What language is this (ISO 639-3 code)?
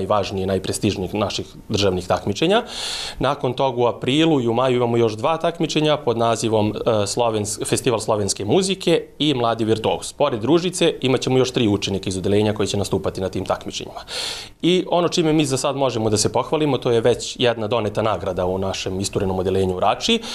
srp